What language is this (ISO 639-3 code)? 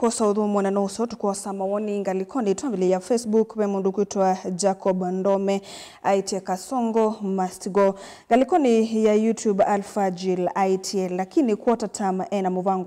kam